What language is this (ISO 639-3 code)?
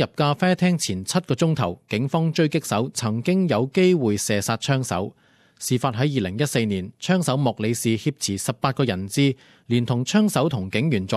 yue